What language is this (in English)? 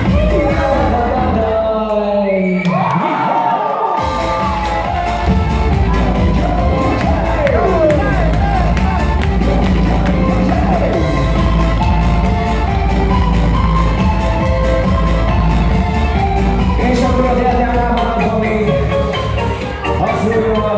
Hungarian